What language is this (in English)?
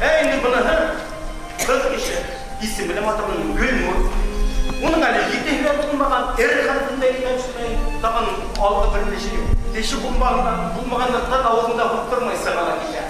Bashkir